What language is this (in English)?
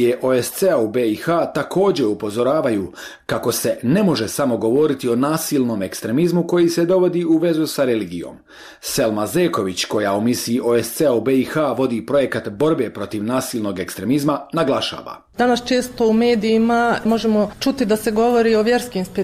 Bosnian